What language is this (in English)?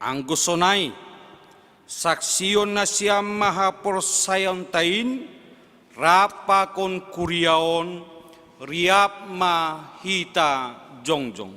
Batak Simalungun